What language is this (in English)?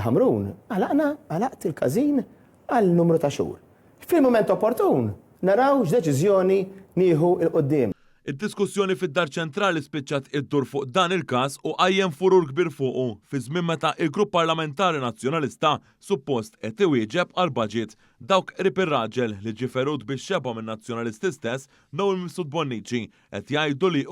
Maltese